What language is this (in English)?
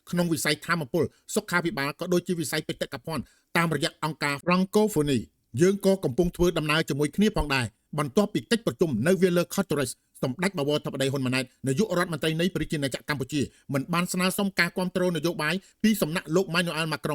Khmer